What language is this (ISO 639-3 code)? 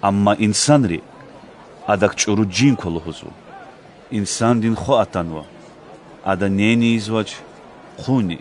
lez